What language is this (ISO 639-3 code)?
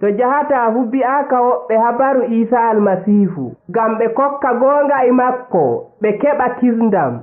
ful